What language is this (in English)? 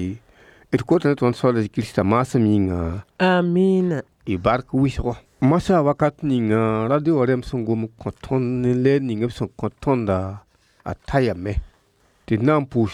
Mossi